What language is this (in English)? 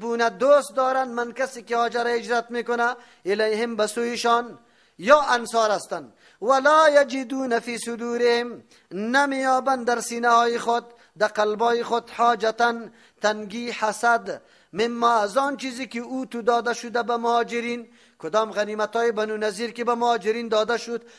Persian